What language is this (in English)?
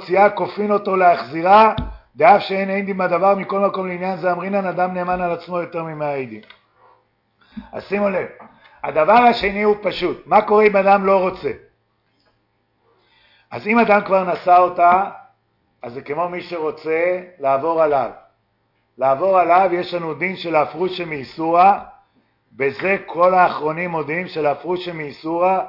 Hebrew